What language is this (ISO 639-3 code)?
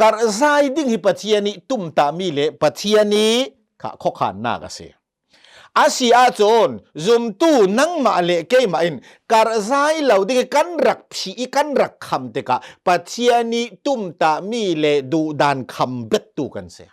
cnh